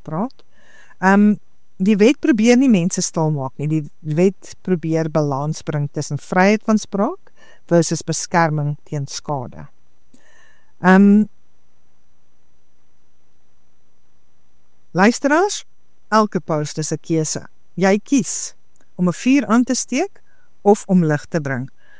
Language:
Afrikaans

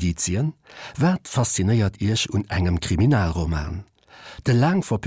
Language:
Luxembourgish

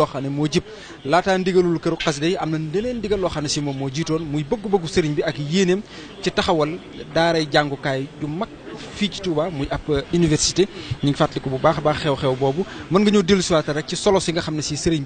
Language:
Wolof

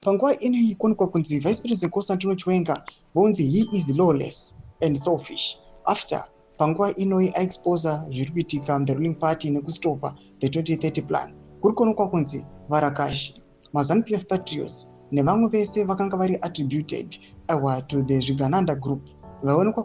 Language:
Shona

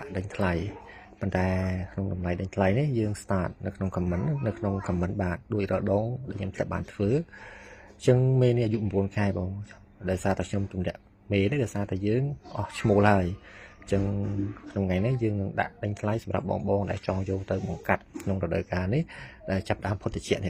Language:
Khmer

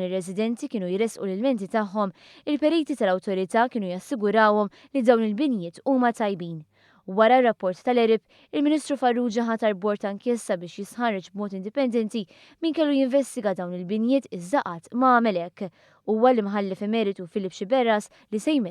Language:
Maltese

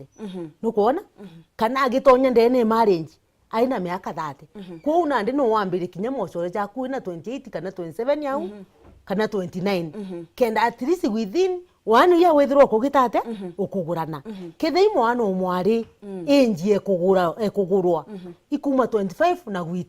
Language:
Meru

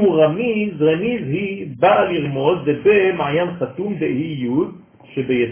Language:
Hebrew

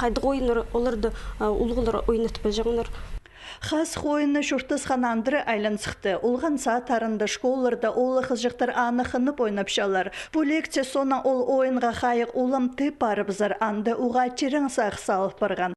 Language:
Khakas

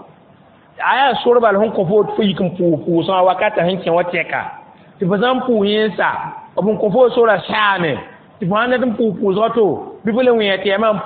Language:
Mossi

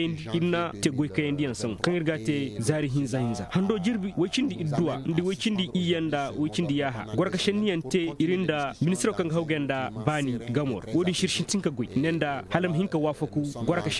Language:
Koyraboro Senni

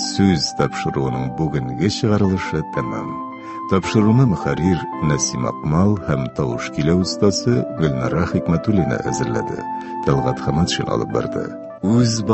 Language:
Tatar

